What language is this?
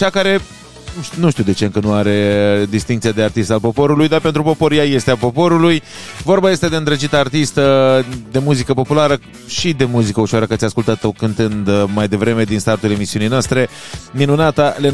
Romanian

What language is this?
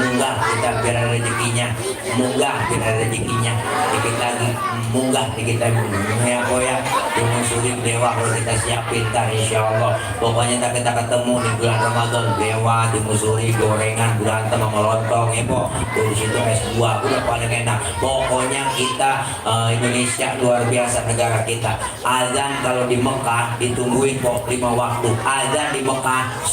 Betawi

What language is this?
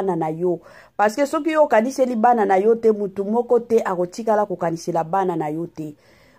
Lingala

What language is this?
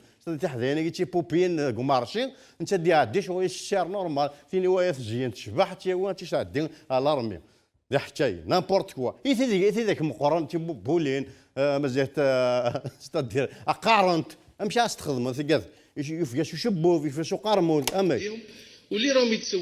Kabyle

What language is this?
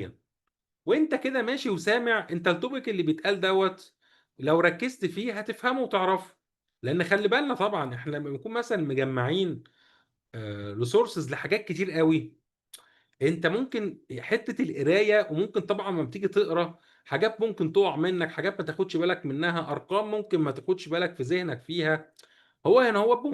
Egyptian Arabic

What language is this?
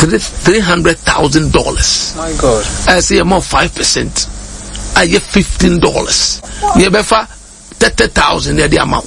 Akan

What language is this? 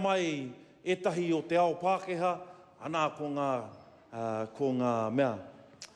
Māori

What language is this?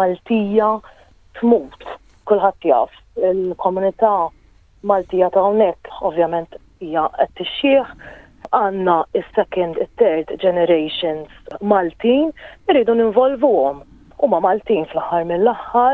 Maltese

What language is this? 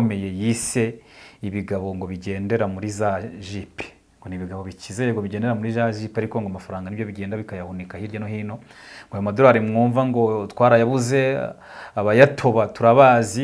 Kinyarwanda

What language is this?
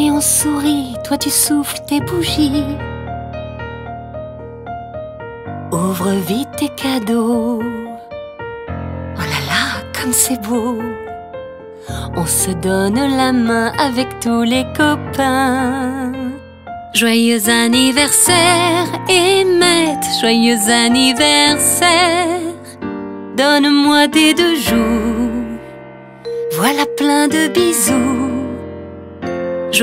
French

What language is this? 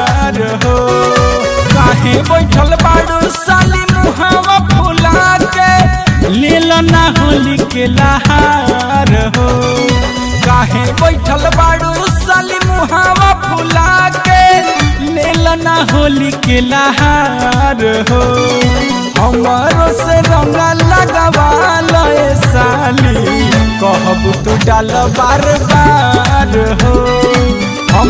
Bhojpuri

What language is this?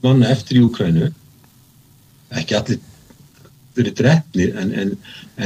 Icelandic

